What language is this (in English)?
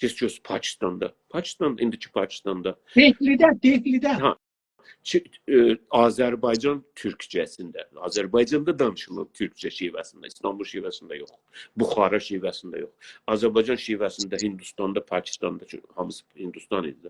South Azerbaijani